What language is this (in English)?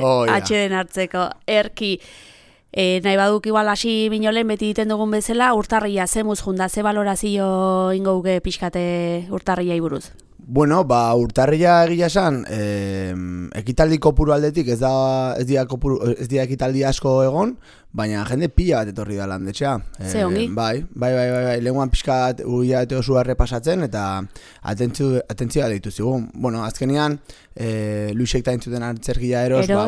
Basque